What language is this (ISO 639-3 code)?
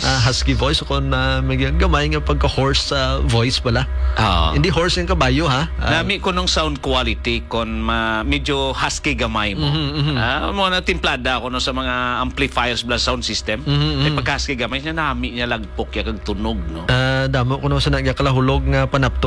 hil